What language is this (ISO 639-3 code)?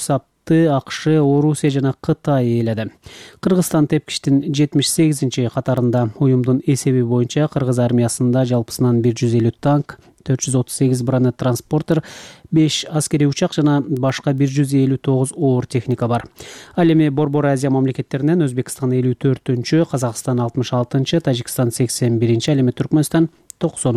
kir